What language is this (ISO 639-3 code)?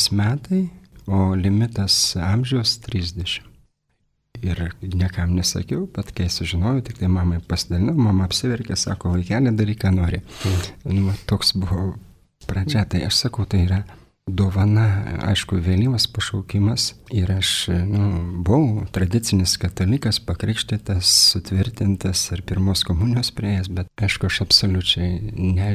lit